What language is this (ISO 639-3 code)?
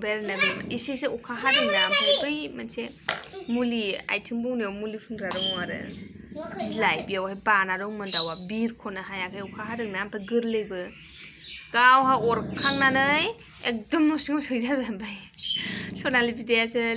brx